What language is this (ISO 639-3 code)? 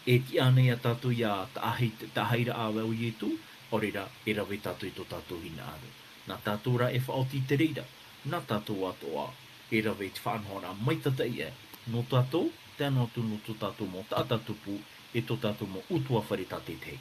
tah